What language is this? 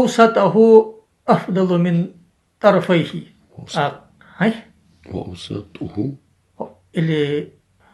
Ingush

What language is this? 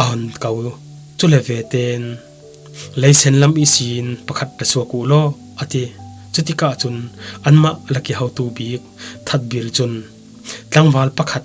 Falam Chin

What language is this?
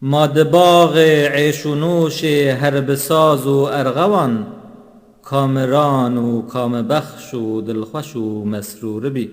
Kurdish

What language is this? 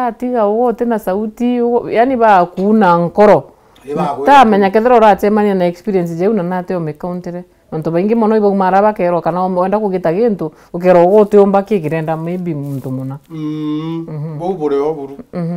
Meru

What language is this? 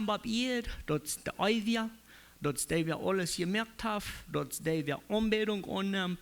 Plautdietsch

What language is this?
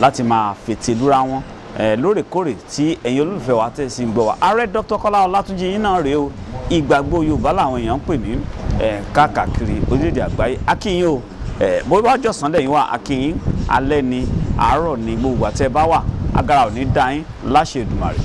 Yoruba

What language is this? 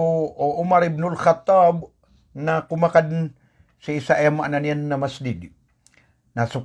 Maranao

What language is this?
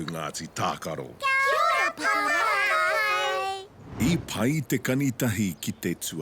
Māori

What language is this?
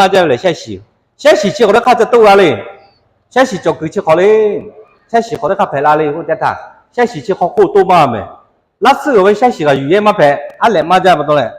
Lahu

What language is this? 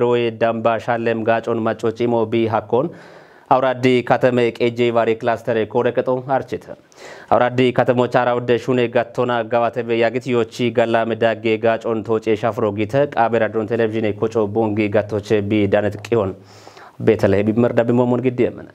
Kafa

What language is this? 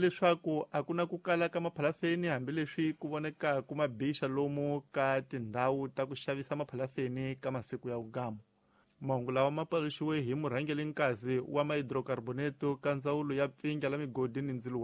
Tsonga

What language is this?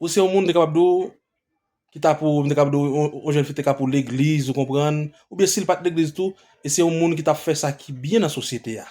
Haitian Creole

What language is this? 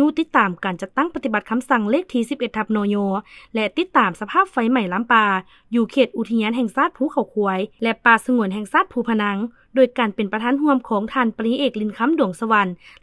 Lao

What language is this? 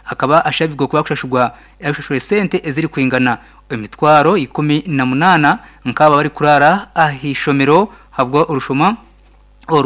Nyankole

